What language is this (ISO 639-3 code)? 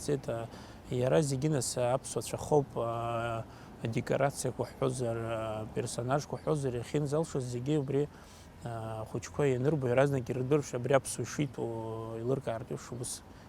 abk